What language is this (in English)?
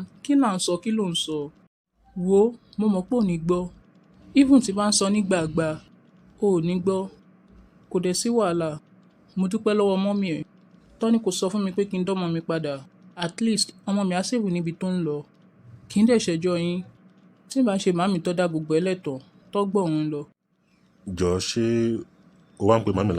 Yoruba